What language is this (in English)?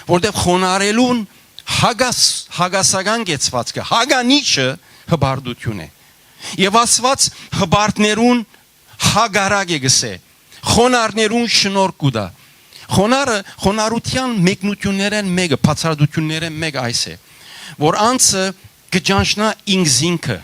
Western Armenian